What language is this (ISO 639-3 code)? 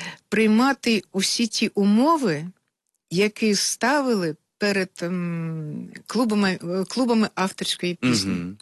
ukr